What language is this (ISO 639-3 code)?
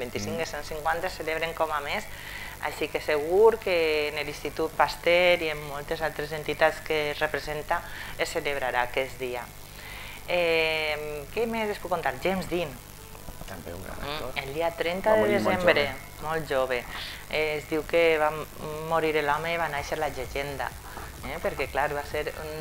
cat